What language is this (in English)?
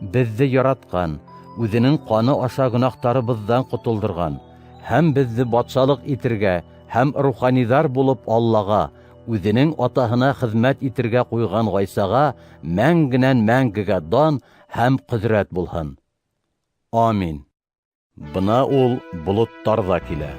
Bashkir